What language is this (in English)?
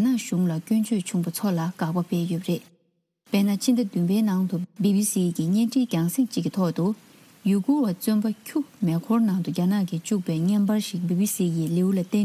Tibetan